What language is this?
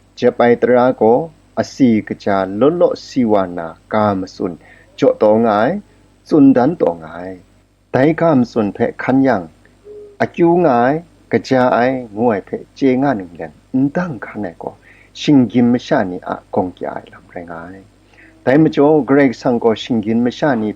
Kachin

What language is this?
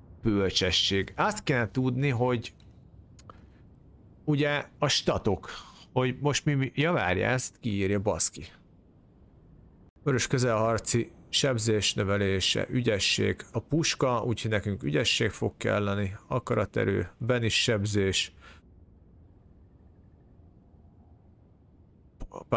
Hungarian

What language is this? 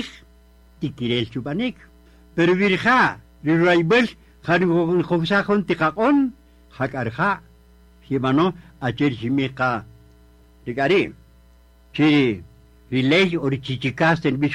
Kaqchikel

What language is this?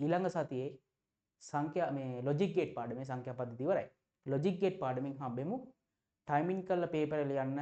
Sinhala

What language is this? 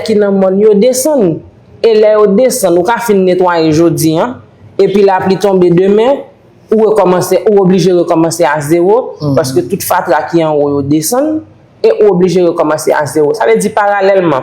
Haitian Creole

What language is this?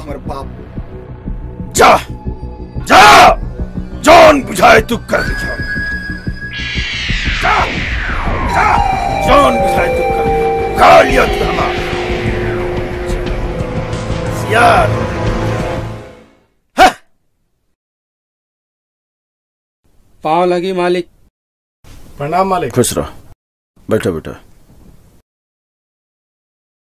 Bhojpuri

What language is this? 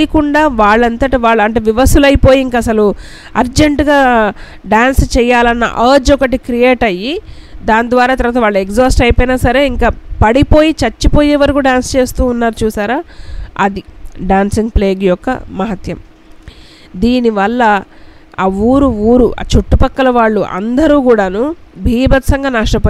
Telugu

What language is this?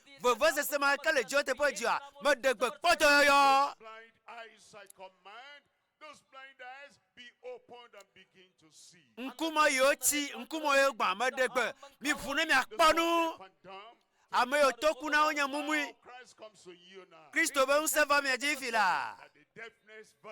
Ewe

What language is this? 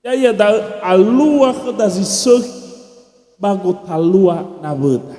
Nias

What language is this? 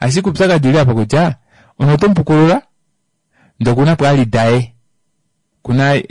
Kuanyama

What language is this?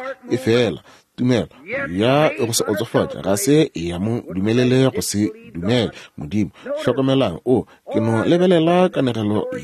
Northern Sotho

